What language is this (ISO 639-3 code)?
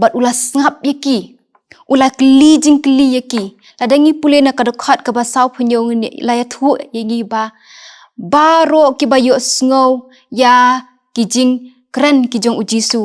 kha